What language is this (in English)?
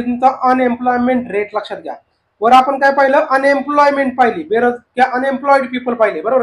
Marathi